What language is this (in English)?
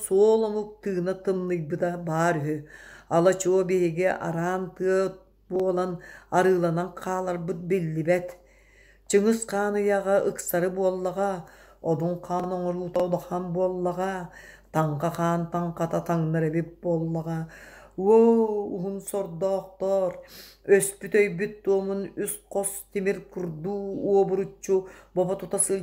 Yakut